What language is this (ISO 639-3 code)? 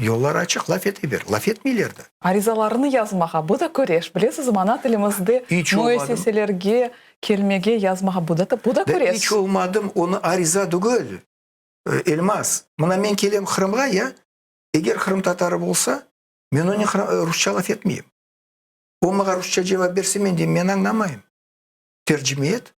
crh